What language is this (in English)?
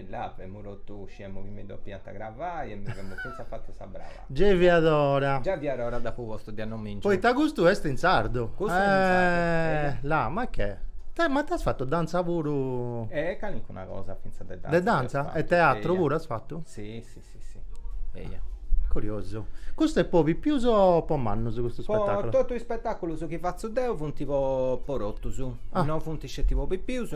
Sardinian